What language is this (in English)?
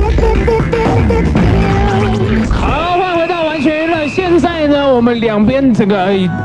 Chinese